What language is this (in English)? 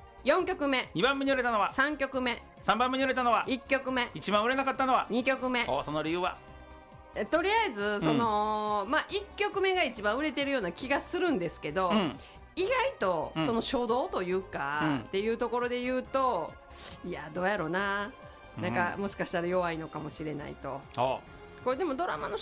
Japanese